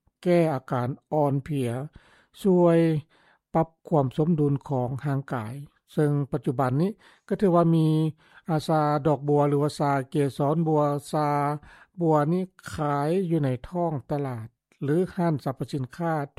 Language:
Lao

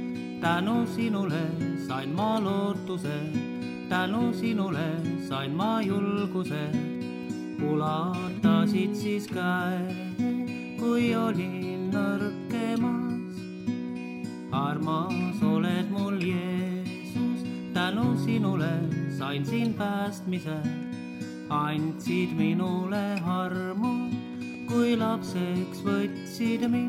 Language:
Estonian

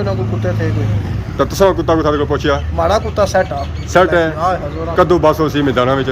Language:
Pahari-Potwari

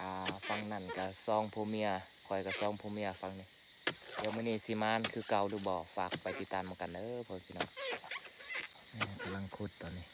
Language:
Lao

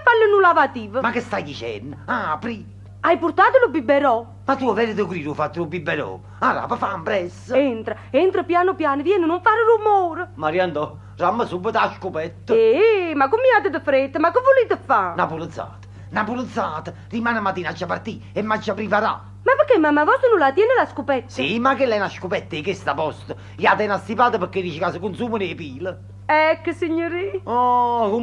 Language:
Neapolitan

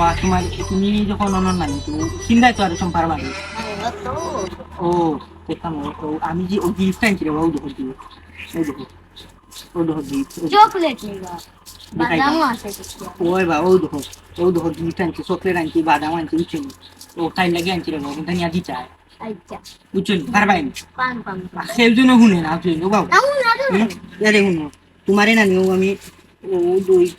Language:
Sylheti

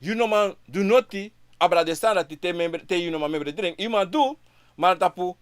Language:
Sranan Tongo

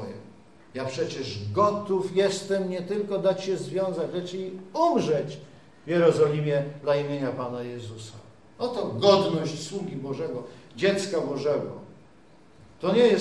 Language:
Polish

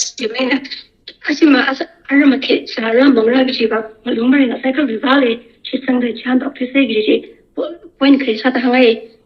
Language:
Tangkhul Naga (India)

